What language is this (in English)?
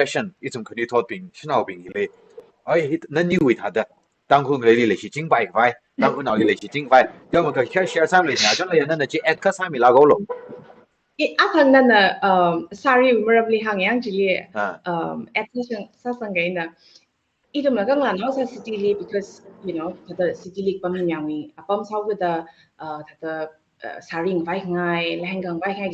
Tangkhul Naga (India)